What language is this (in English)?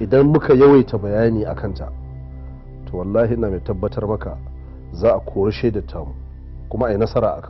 Hausa